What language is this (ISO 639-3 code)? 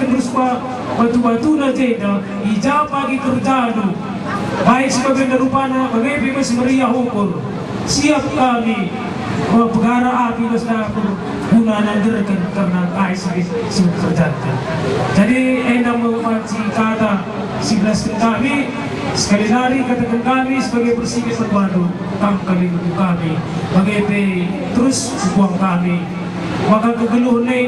btx